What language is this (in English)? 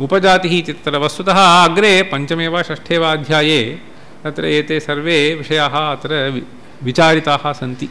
Sanskrit